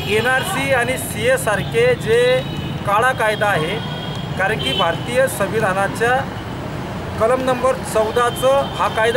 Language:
Marathi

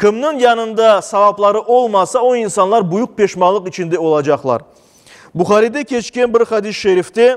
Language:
Crimean Tatar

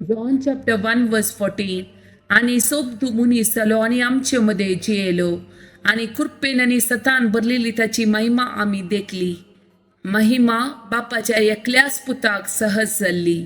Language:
Konkani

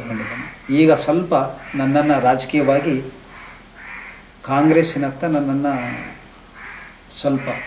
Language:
Kannada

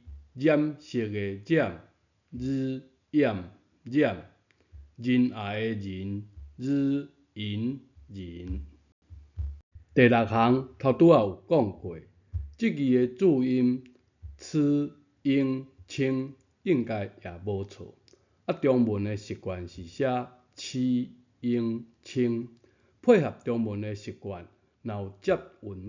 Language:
Min Nan Chinese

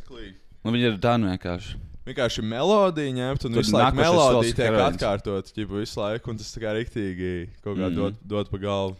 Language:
Latvian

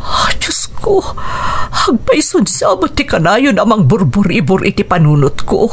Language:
Iloko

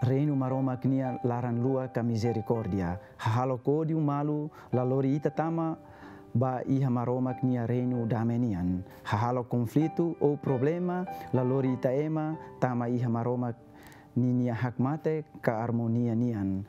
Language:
Tetum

